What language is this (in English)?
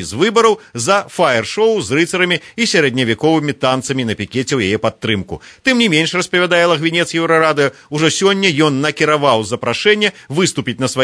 Belarusian